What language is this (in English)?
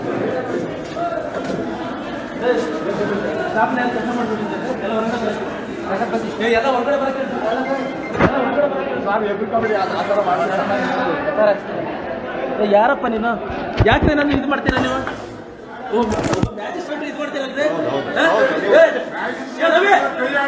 Kannada